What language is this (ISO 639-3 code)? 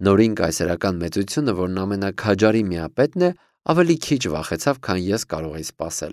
hye